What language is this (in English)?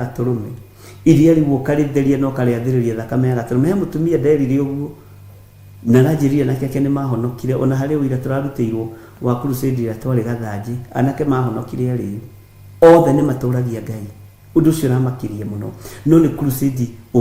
Kikuyu